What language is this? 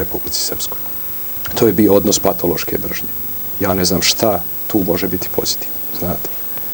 Serbian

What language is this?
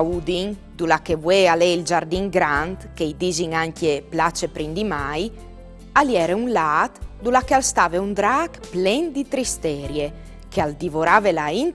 Friulian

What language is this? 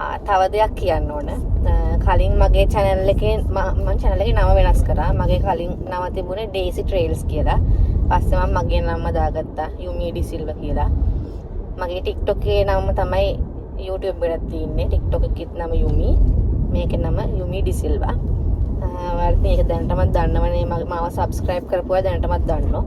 Sinhala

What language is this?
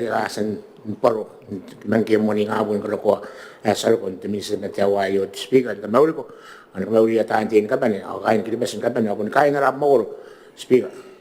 Gilbertese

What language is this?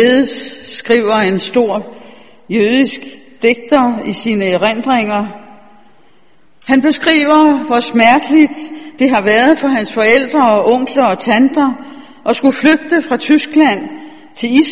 Danish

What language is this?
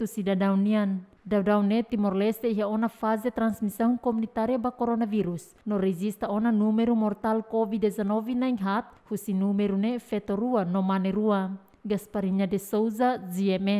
Tetum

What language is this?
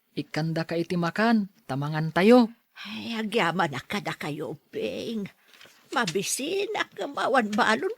Iloko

